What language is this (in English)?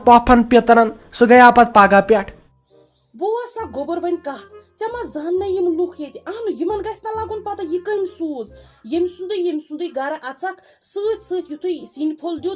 Kashmiri